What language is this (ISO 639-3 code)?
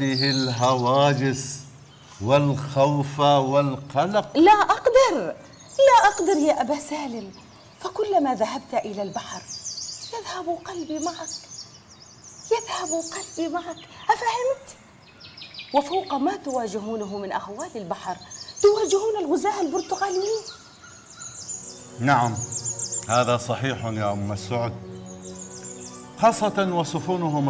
ara